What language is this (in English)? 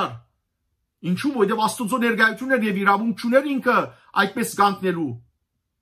Western Armenian